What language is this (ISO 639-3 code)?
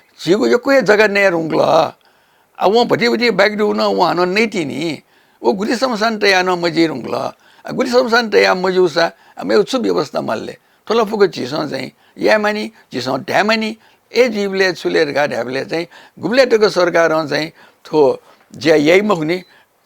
new